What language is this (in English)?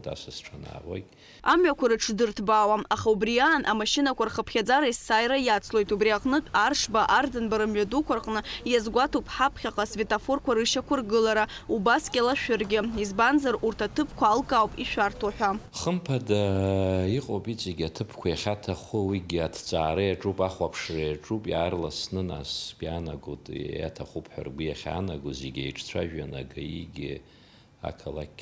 Abkhazian